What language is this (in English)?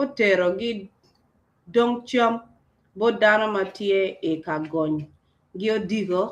Acoli